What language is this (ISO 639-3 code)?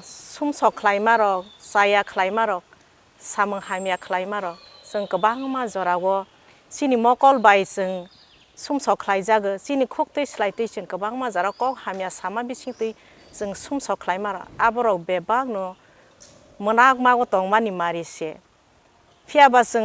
trp